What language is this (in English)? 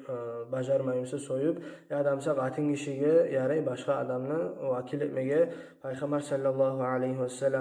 Kumyk